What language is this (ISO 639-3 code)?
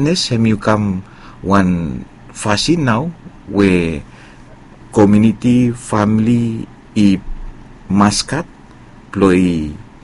bis